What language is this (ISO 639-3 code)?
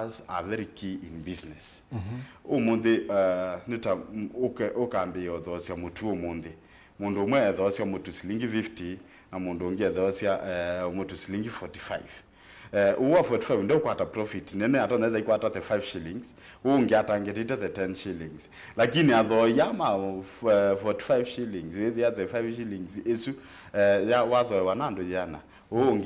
kam